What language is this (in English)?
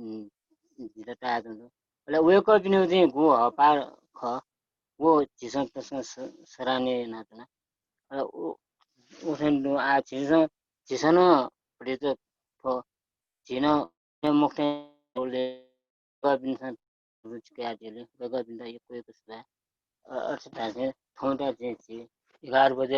Newari